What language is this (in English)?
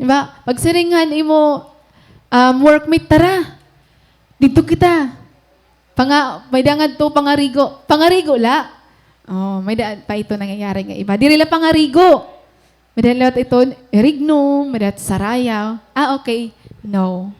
Waray